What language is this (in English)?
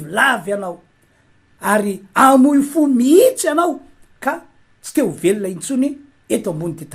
Malagasy